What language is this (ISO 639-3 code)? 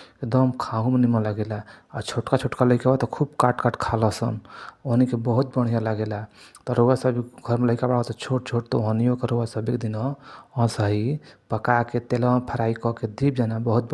bho